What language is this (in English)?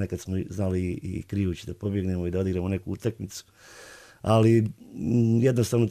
Bosnian